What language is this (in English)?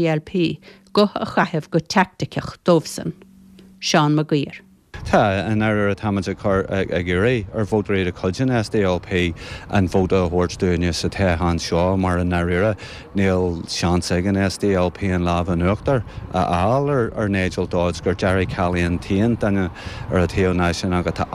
Irish